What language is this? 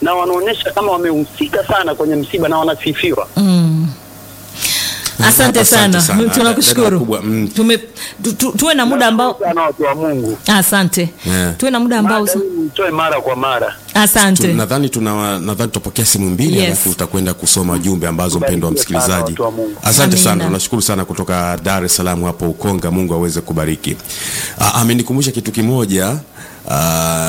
Swahili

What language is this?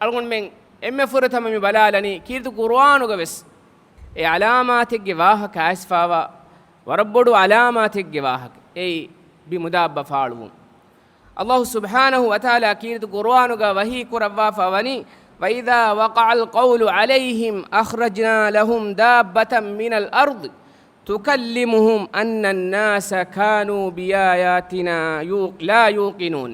Divehi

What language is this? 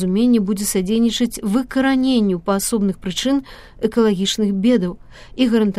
Belarusian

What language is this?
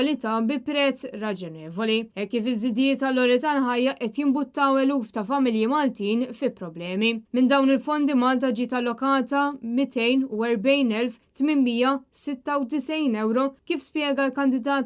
Maltese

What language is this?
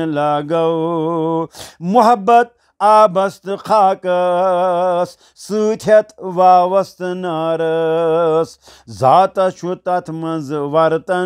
Kashmiri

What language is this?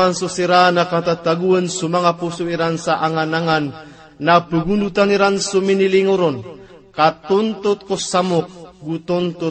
Maranao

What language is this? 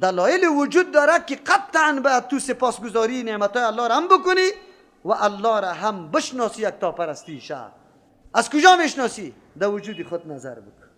Persian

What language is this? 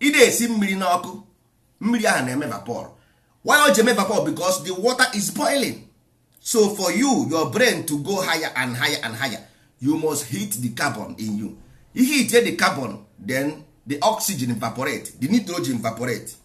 Igbo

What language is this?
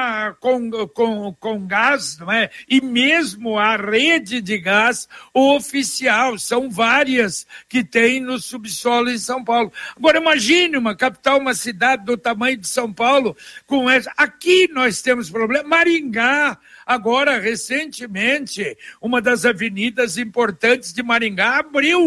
Portuguese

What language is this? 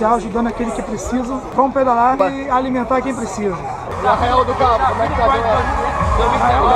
Portuguese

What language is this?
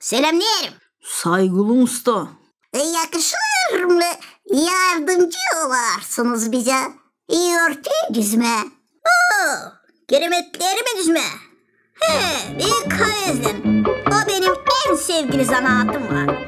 Gagauz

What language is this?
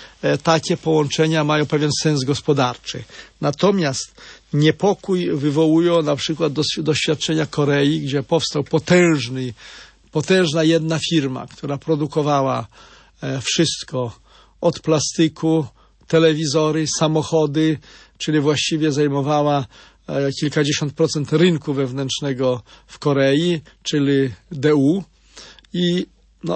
Polish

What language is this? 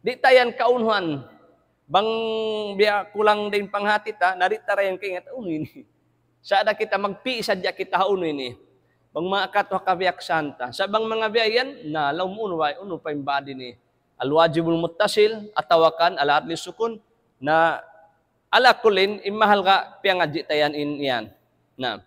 Tausug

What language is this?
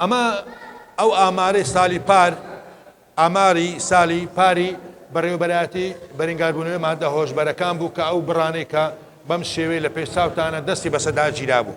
Central Kurdish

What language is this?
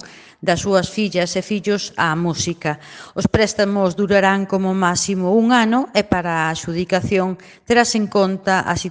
Galician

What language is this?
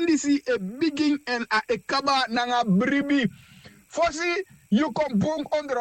Sranan Tongo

